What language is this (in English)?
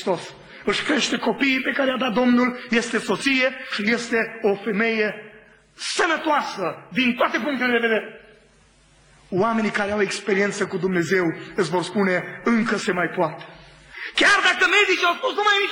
Romanian